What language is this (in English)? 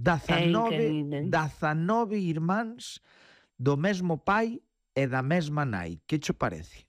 Galician